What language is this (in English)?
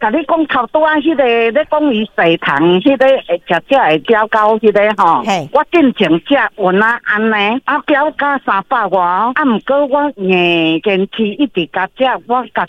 Min Nan Chinese